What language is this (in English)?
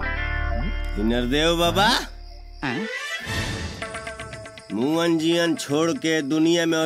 Bhojpuri